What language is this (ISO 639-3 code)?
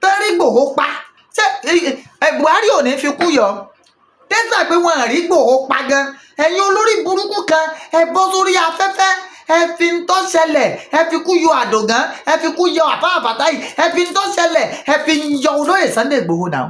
yor